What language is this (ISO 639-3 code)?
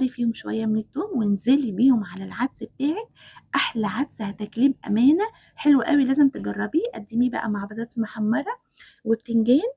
arz